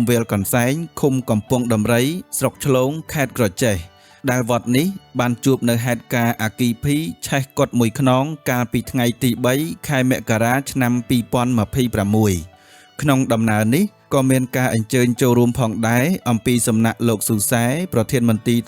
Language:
Khmer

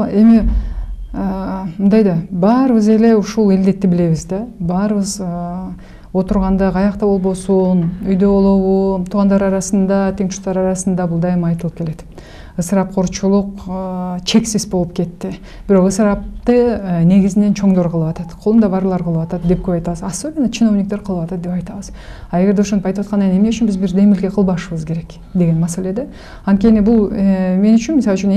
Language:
Kyrgyz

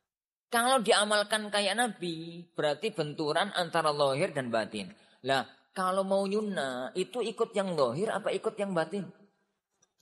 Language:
Indonesian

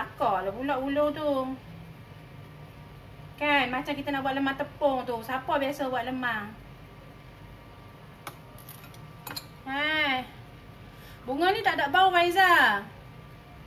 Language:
Malay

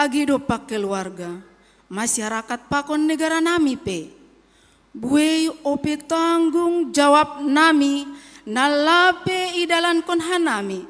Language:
Batak Simalungun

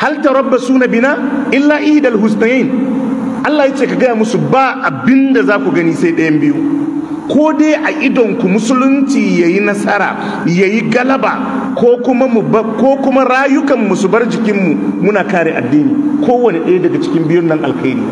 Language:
Hausa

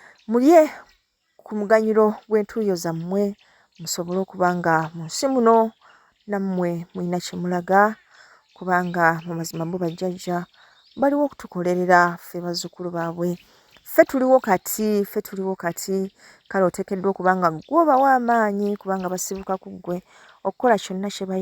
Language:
Ganda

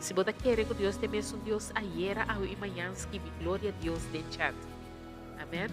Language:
Papiamento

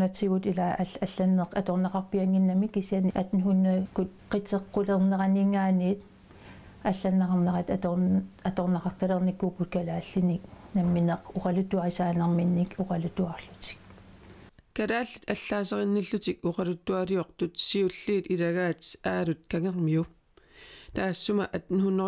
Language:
Kalaallisut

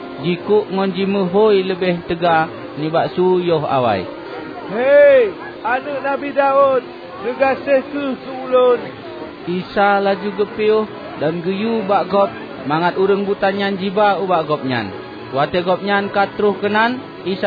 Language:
Achinese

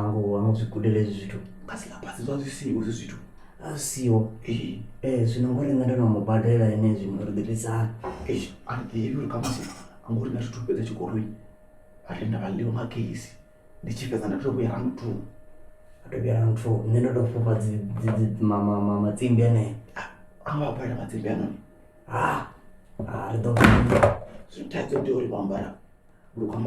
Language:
Venda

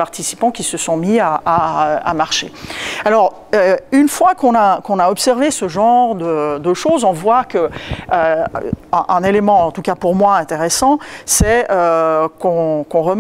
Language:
French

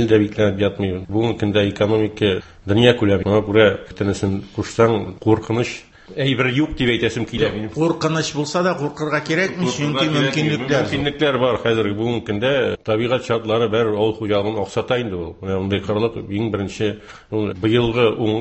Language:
Tatar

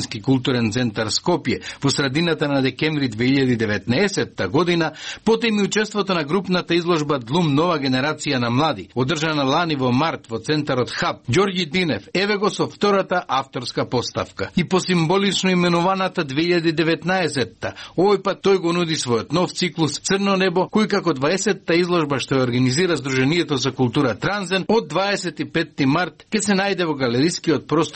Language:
Macedonian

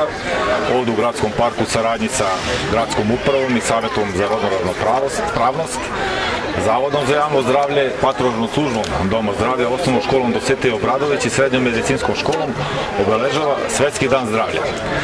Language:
Serbian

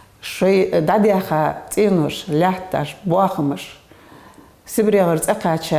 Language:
Ingush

